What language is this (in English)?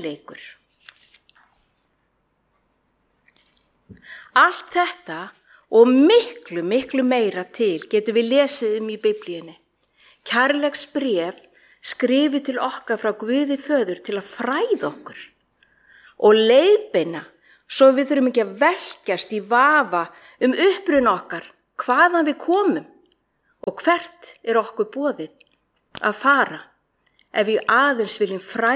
Icelandic